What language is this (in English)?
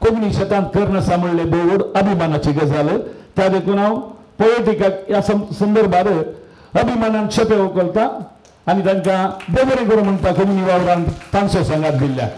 Konkani